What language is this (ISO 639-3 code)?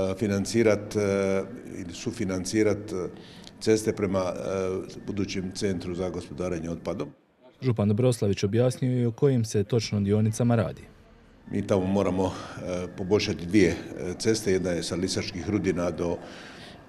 hrv